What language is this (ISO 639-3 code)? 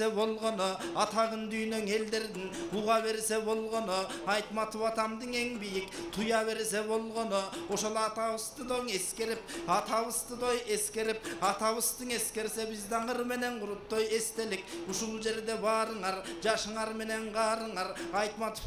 kir